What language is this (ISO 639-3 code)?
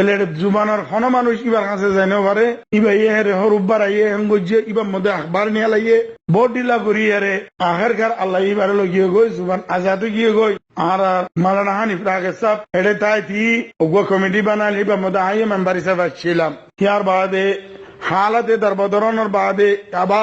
rhg